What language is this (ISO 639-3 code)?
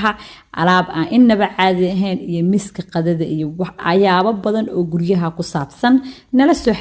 som